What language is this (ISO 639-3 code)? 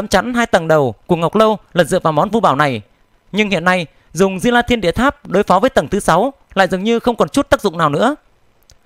vie